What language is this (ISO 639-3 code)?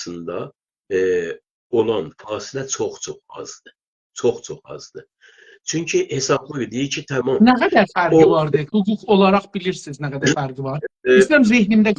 azb